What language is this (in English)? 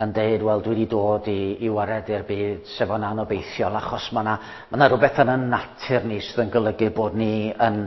Welsh